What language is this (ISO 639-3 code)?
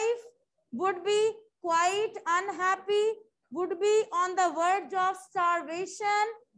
eng